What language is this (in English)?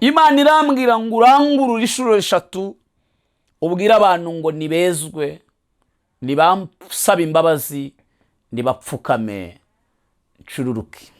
Kinyarwanda